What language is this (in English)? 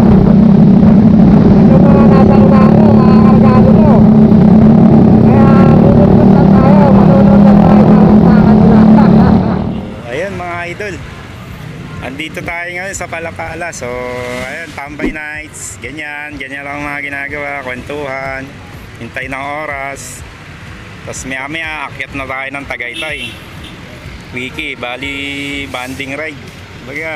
Filipino